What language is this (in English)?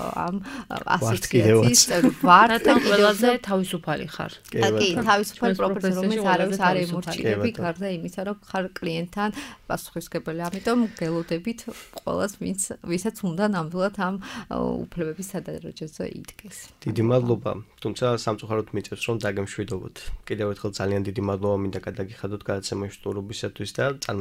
Georgian